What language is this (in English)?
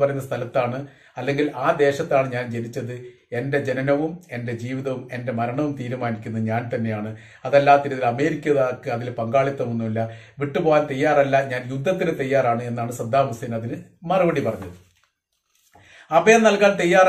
Malayalam